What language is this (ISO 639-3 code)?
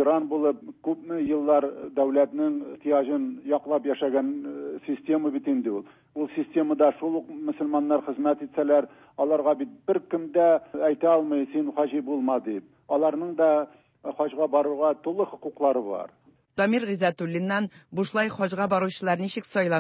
tat